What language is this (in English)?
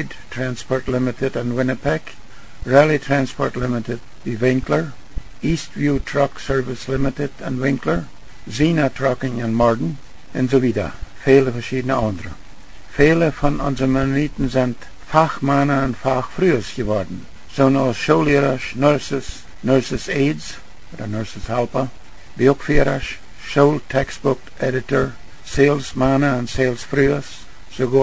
Plautdietsch